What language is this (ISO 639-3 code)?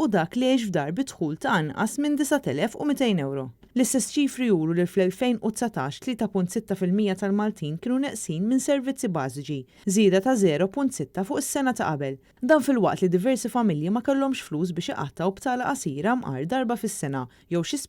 mlt